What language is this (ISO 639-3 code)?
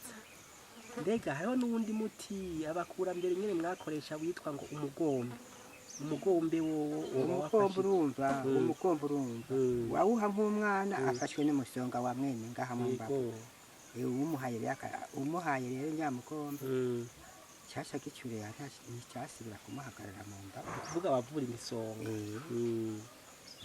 run